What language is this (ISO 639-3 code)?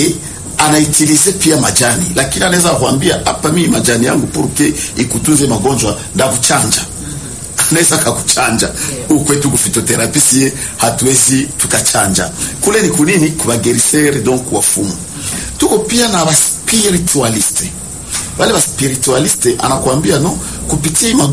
swa